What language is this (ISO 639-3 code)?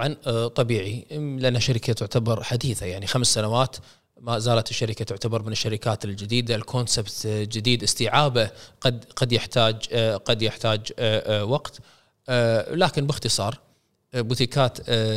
afb